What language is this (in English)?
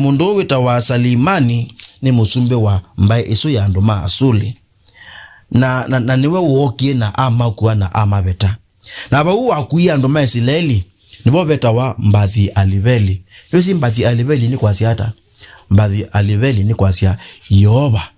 Kamba